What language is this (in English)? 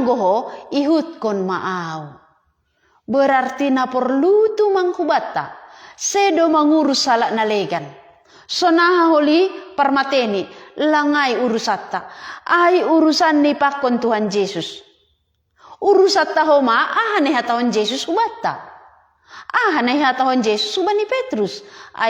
Batak Simalungun